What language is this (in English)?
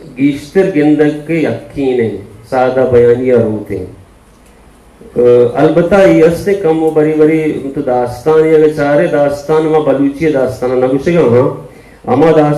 Baluchi